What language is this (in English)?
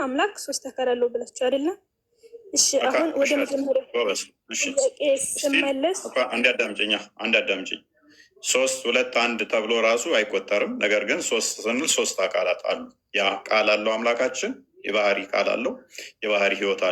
Amharic